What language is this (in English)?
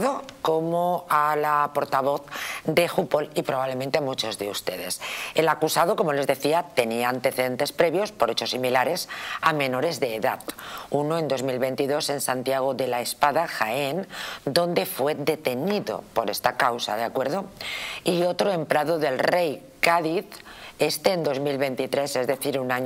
Spanish